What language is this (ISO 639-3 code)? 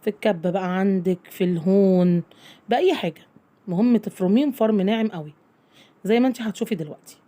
arz